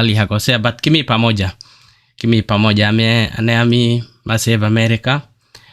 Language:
Kalenjin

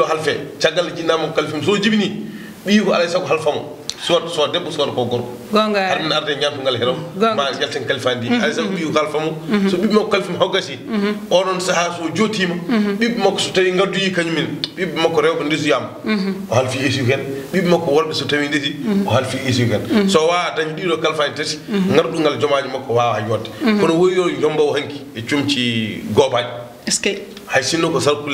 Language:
Fula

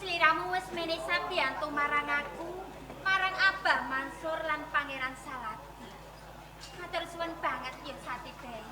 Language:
Javanese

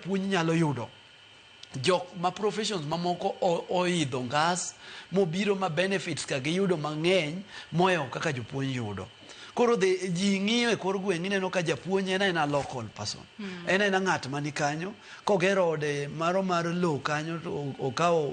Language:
Luo (Kenya and Tanzania)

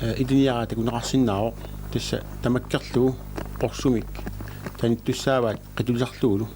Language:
Kalaallisut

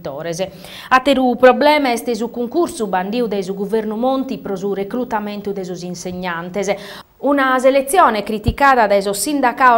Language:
Sardinian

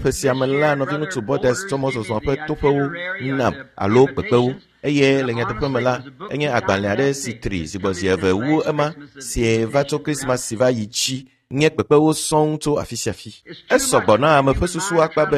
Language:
Ewe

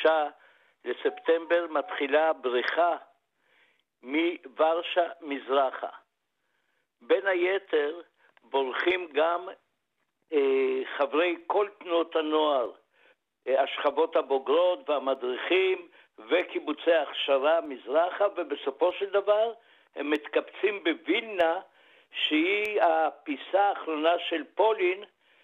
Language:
Hebrew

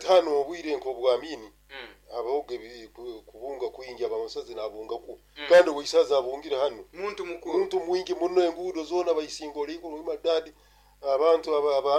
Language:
Nyoro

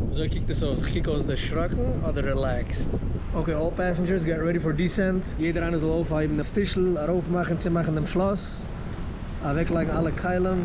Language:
Yiddish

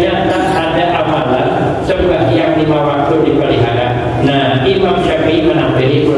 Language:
Banjar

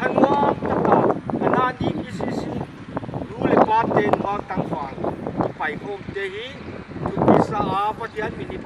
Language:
Paite Chin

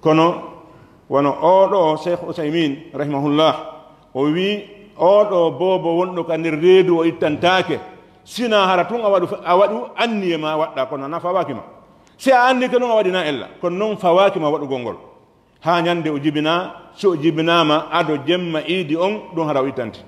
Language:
Pular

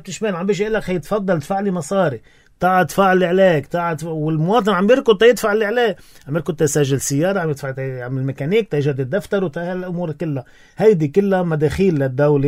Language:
North Levantine Arabic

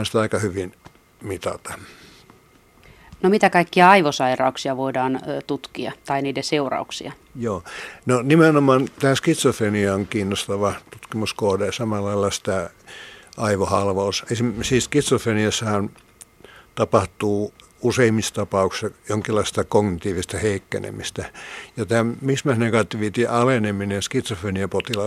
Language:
Finnish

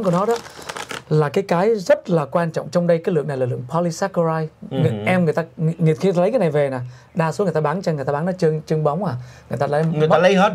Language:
Vietnamese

